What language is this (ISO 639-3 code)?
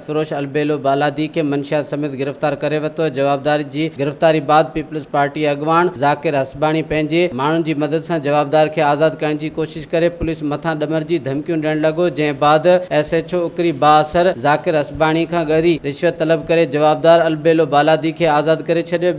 snd